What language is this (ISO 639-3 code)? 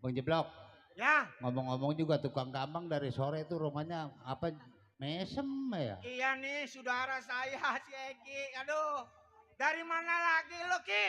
bew